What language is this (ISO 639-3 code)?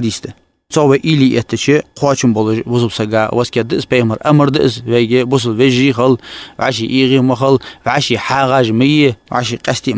inh